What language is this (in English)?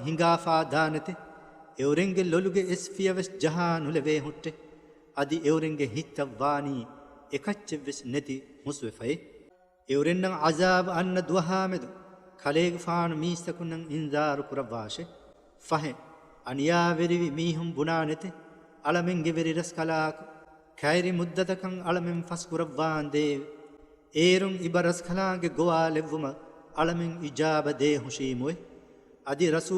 Divehi